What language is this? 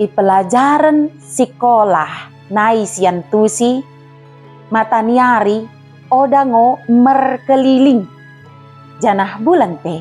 Batak Dairi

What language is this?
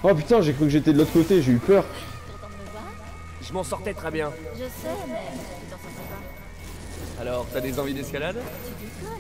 French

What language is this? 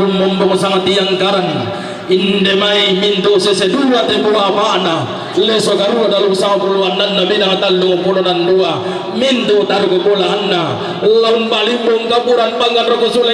Toraja-Sa'dan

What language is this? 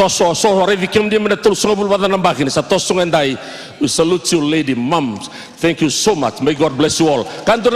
Fijian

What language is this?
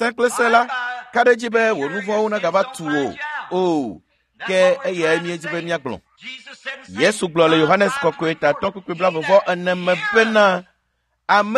Ewe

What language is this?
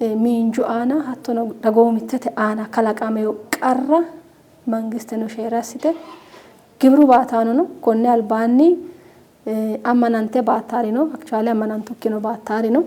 Sidamo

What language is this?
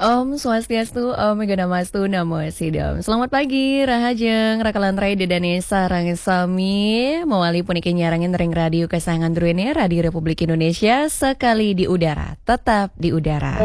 Balinese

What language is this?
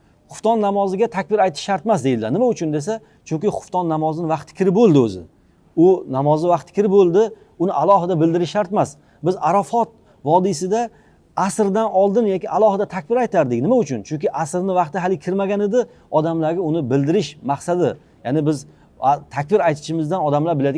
Uzbek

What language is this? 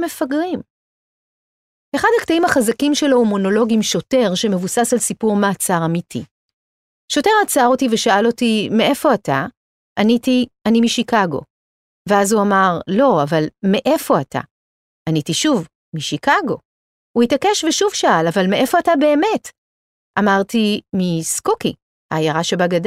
Hebrew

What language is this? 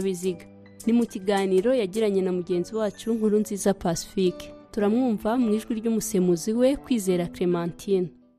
Kinyarwanda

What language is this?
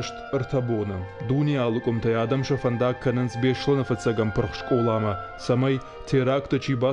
Ossetic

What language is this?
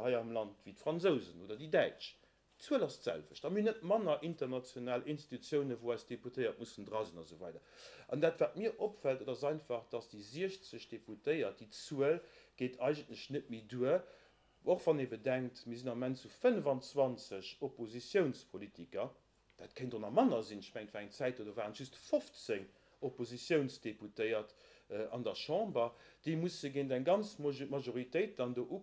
Luxembourgish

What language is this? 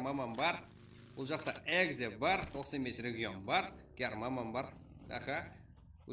Kara-Kalpak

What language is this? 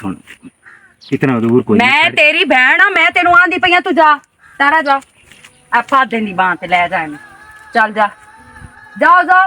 Western Panjabi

